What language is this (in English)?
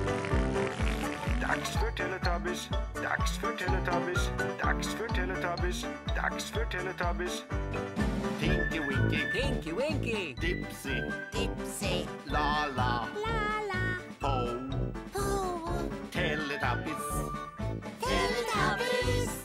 Swedish